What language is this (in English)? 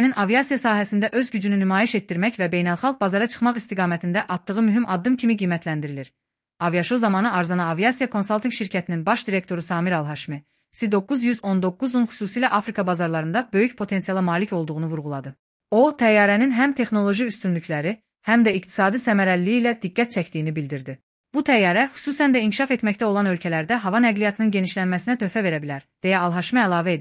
Azerbaijani